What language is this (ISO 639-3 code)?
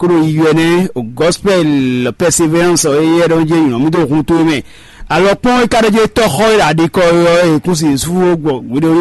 fon